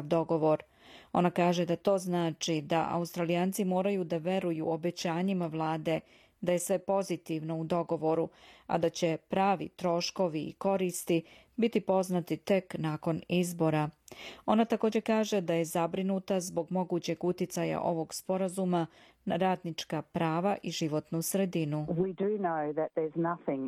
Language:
Serbian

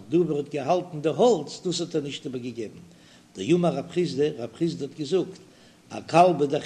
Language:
Yiddish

